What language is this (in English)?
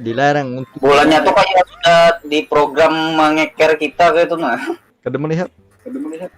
Banjar